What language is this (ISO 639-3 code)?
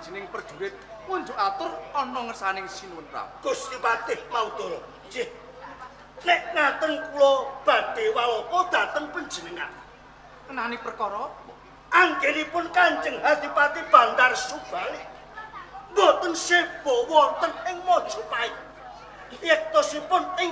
jav